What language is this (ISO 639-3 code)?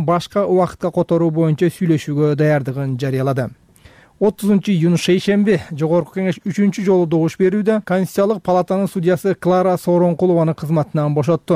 kir